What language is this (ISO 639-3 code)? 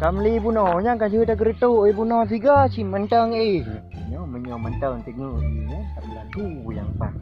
ace